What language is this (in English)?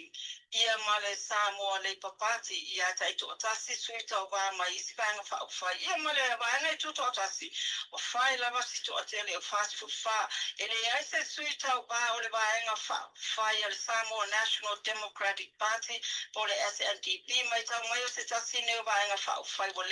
Samoan